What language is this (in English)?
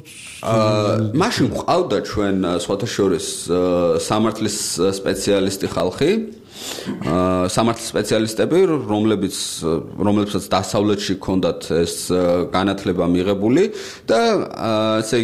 Georgian